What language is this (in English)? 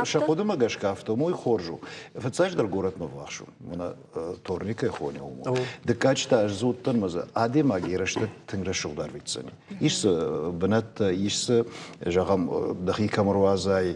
Ossetic